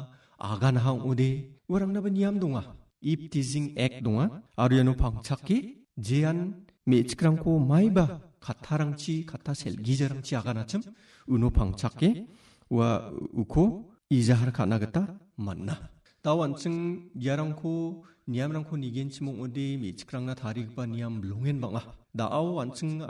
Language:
Garo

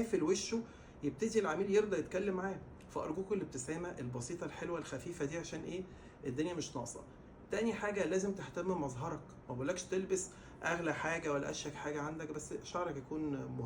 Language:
Egyptian Arabic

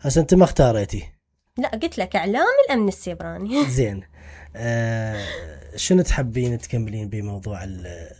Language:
Mesopotamian Arabic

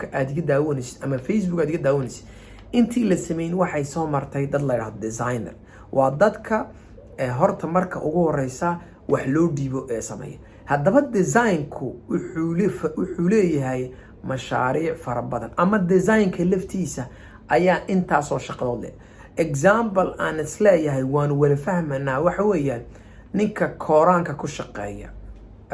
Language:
Somali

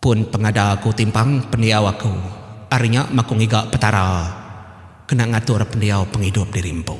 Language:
Iban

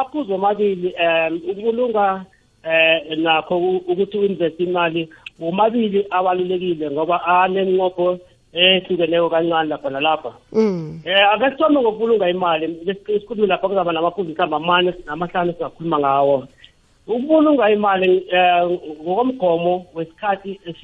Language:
South Ndebele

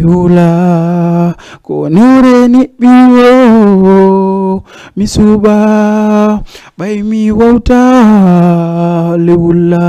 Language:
Fula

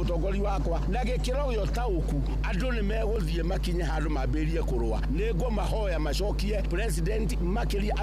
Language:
Kikuyu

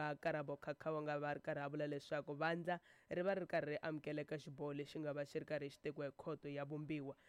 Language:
Tsonga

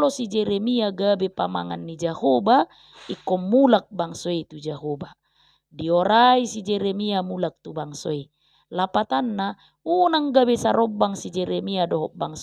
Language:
Batak Toba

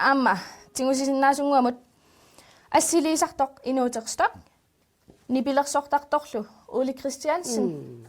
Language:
Kalaallisut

